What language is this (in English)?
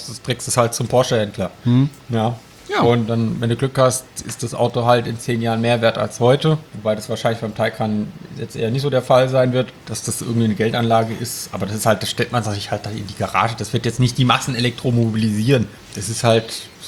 German